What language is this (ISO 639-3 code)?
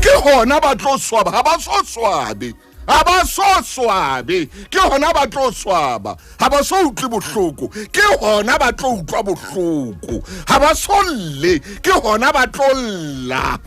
sot